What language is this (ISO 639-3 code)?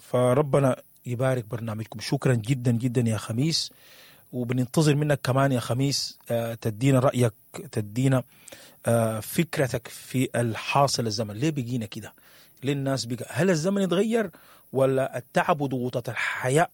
apd